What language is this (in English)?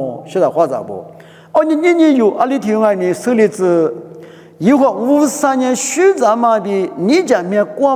Lisu